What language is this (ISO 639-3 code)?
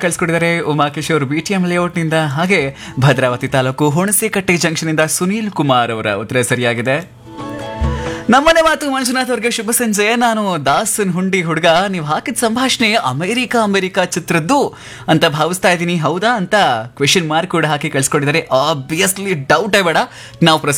kan